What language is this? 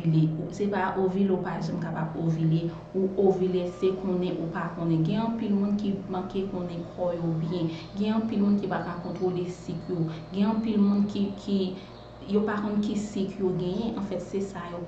Haitian Creole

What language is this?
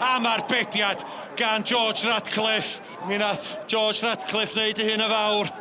Welsh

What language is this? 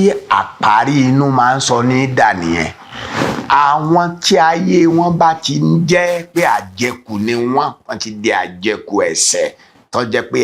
Yoruba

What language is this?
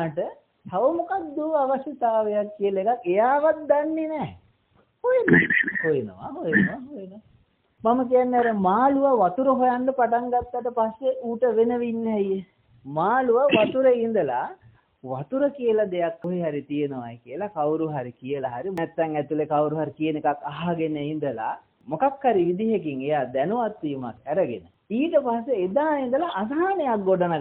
Sinhala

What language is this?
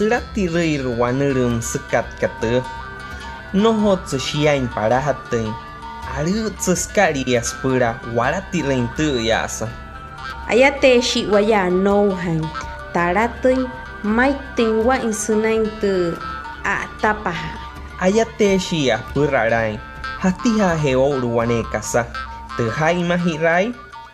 Wayuu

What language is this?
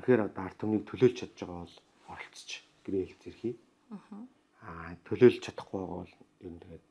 Mongolian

